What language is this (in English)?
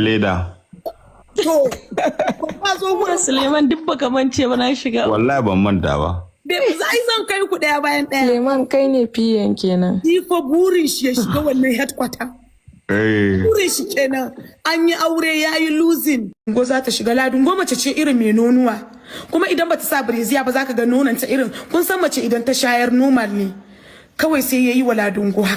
Hausa